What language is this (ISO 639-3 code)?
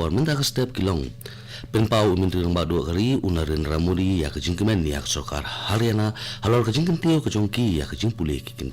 kha